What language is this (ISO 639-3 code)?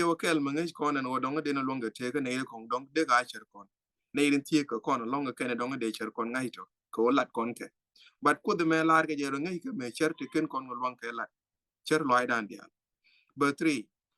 nus